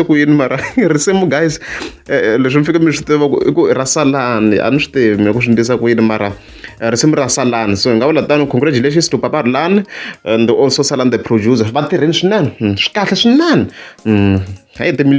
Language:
Tsonga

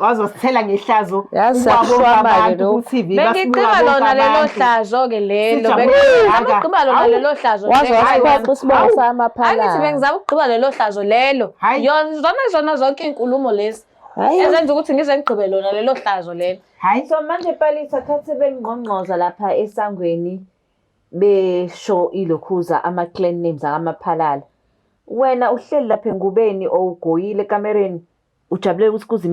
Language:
Zulu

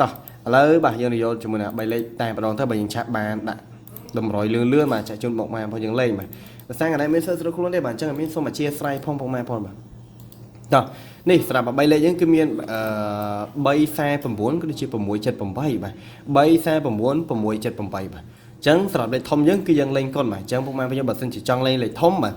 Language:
Khmer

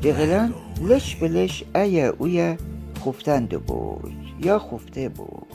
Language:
Gilaki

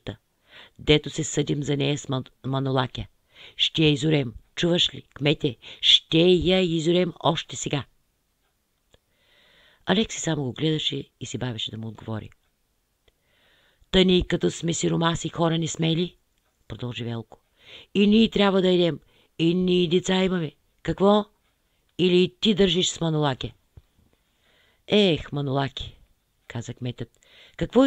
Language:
Bulgarian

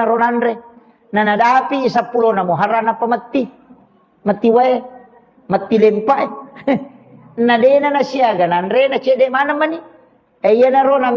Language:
Buginese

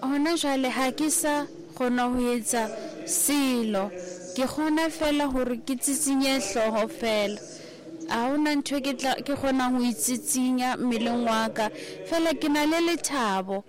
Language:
Southern Sotho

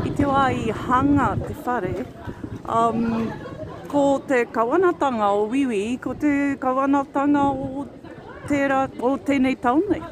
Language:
Māori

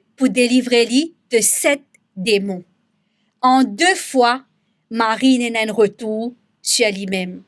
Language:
Morisyen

